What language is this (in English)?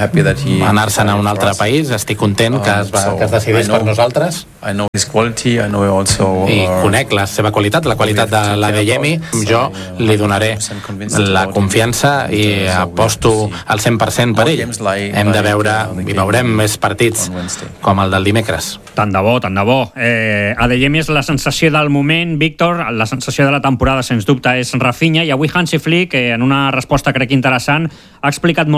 Catalan